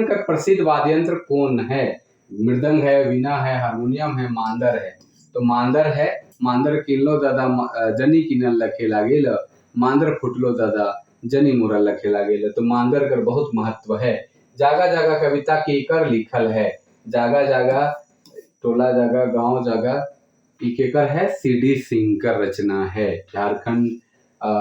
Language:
Sadri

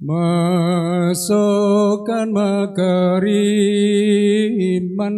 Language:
Toraja-Sa'dan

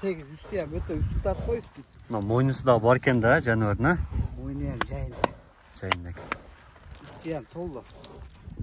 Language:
Kyrgyz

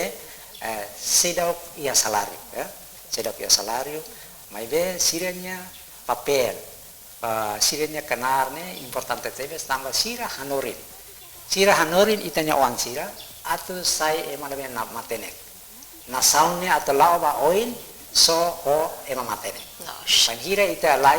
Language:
Tetum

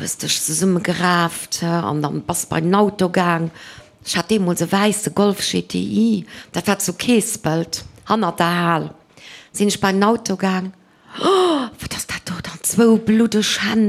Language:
Luxembourgish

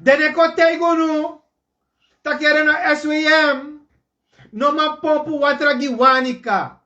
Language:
Sranan Tongo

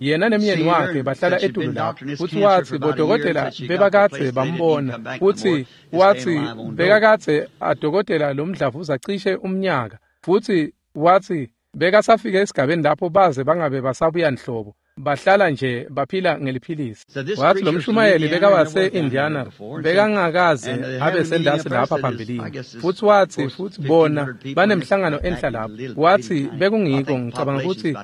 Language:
Swati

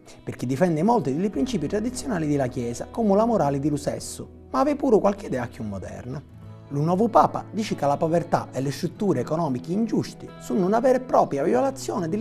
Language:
Sicilian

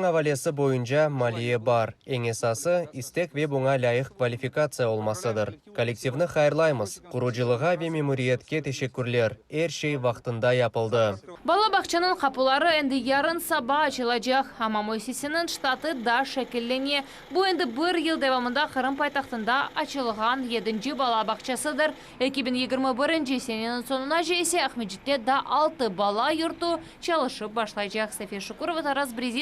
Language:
Crimean Tatar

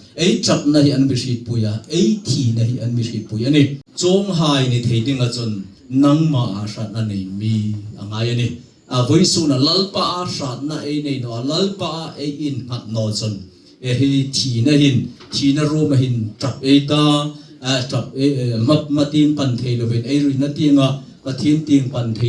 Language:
Hmar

